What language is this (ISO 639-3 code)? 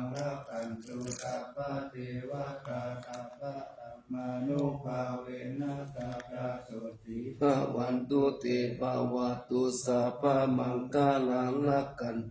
pli